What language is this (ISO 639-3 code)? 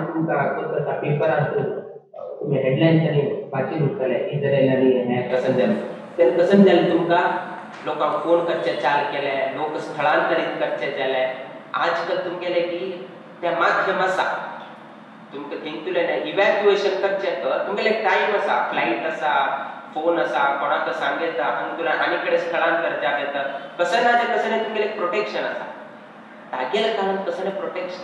kok